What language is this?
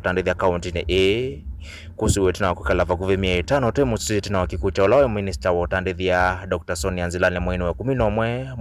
Kamba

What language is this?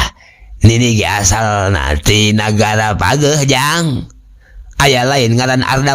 Sundanese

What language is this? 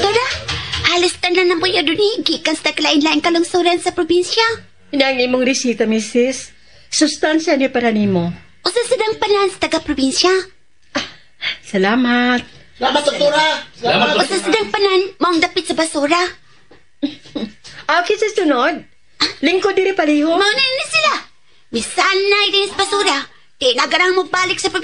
Cebuano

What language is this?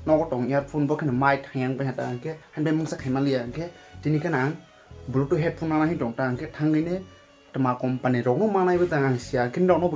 Kok Borok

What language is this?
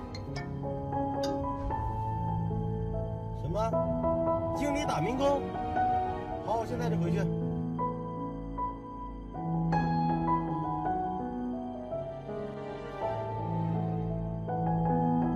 Chinese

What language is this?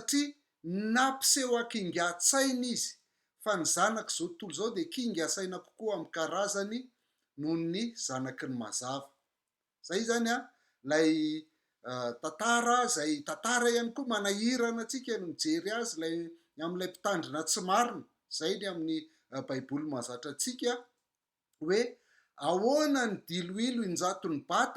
Malagasy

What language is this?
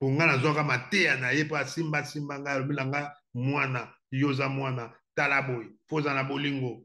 Lingala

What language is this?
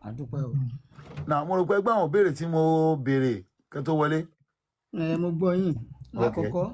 Yoruba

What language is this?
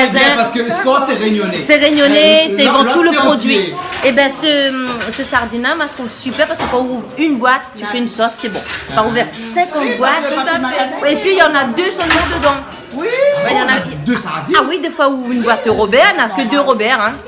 Réunion Creole French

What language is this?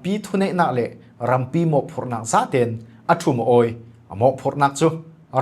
Falam Chin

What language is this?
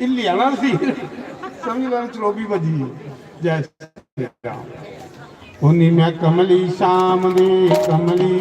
Dogri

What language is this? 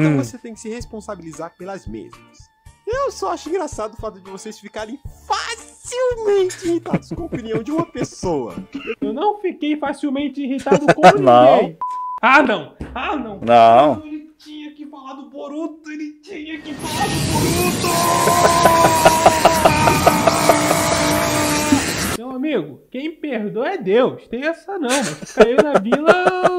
Portuguese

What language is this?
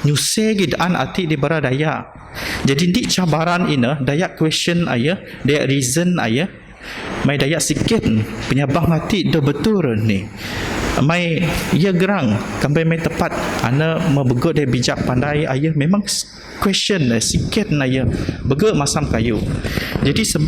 Biatah Bidayuh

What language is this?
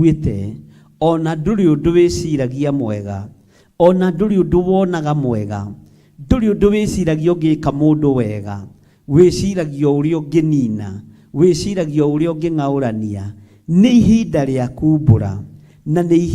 Kikuyu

